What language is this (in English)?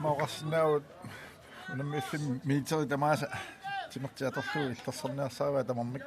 Kalaallisut